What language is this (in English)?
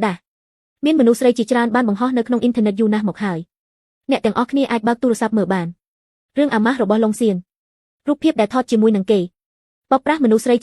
Khmer